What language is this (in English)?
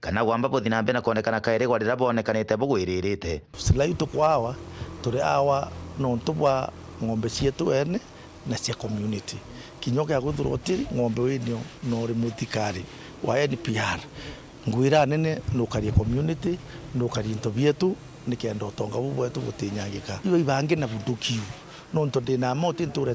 Meru